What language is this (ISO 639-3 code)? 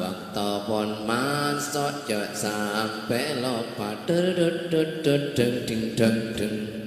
mad